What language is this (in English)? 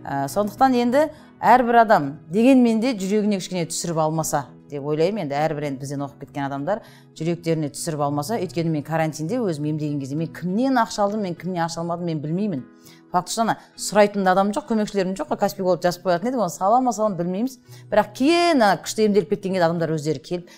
Kazakh